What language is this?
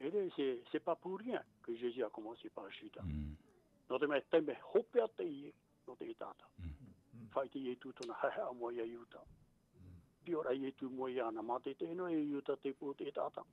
Tahitian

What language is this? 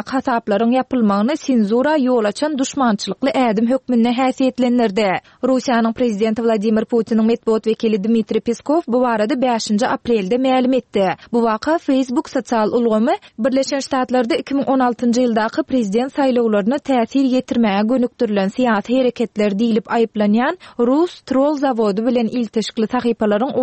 Turkmen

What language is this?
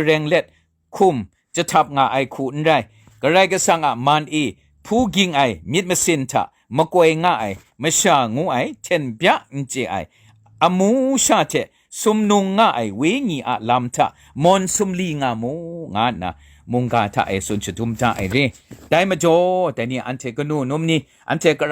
Kachin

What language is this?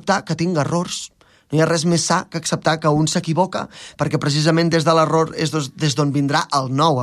Catalan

